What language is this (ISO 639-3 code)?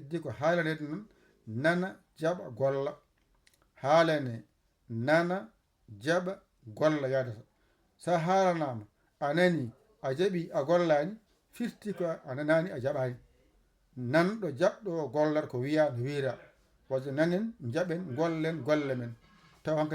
ful